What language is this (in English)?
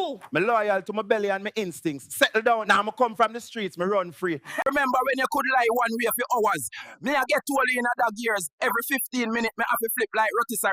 Jamaican Creole English